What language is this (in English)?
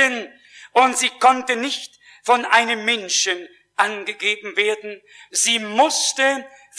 German